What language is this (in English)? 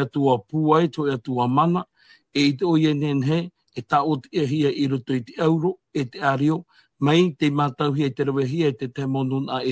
Tahitian